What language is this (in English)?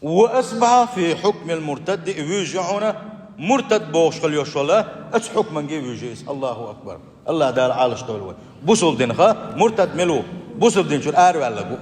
Chechen